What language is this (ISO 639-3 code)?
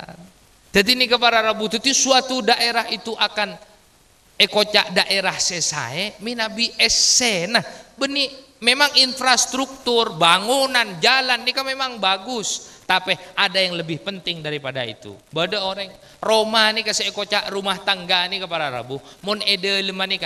mad